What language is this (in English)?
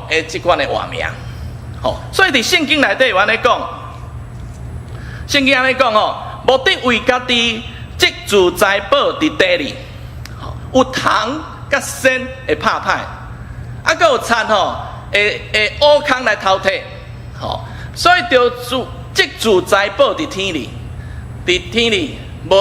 Min Nan Chinese